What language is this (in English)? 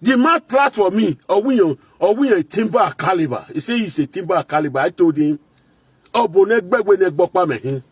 Nigerian Pidgin